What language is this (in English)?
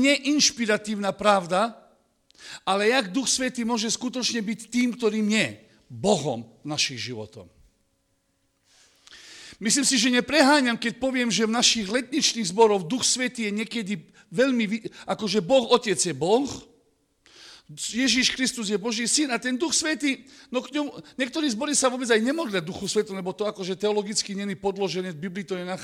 Slovak